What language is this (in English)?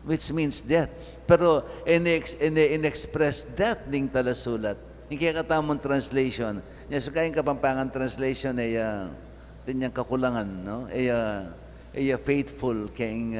Pampanga